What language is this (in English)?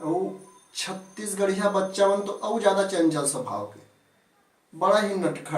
Chhattisgarhi